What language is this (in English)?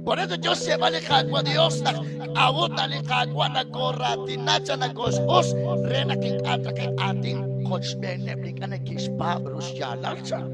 Kekchí